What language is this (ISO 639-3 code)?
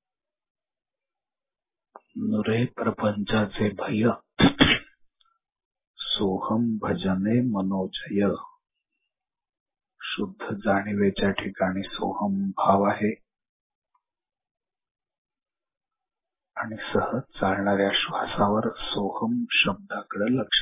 mar